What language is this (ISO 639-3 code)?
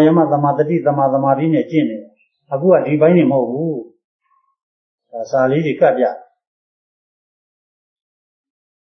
mya